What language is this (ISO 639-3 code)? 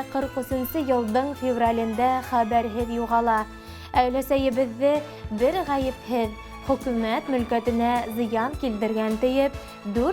bak